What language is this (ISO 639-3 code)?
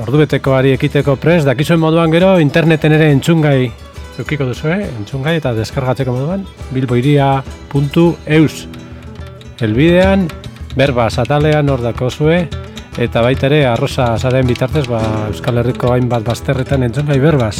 eus